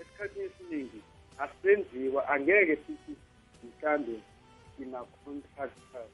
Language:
South Ndebele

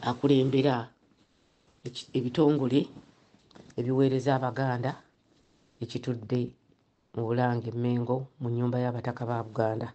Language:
Ganda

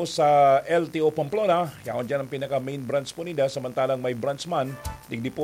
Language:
Bikol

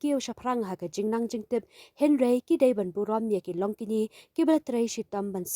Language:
Khasi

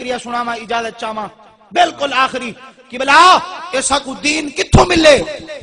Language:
Saraiki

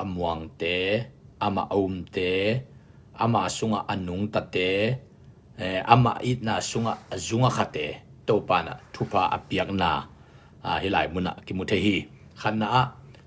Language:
Tedim Chin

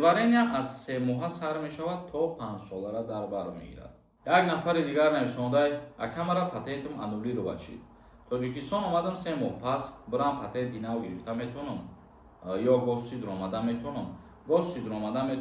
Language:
Tajik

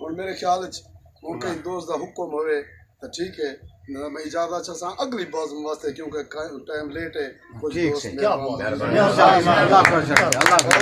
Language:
Saraiki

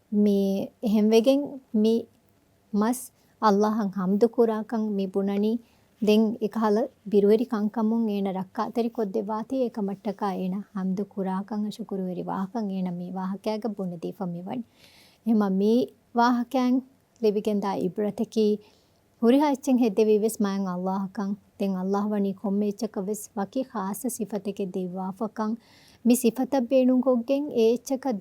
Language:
Divehi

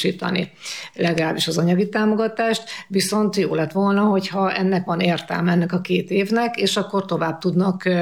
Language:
Hungarian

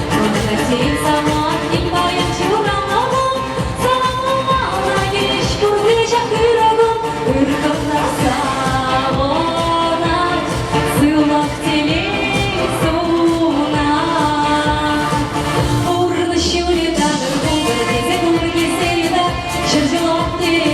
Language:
Chuvash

